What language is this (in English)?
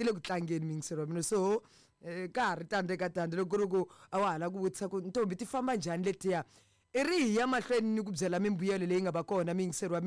Tsonga